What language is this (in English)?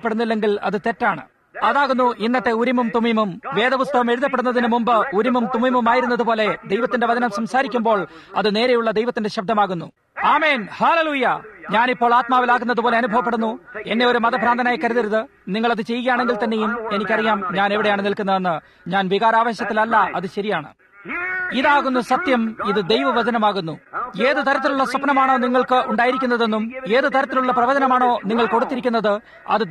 Malayalam